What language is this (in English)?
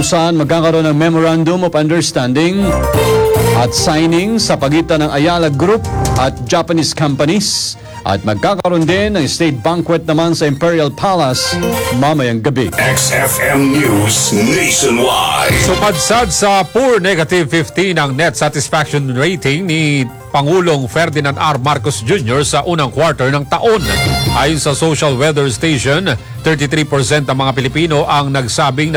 Filipino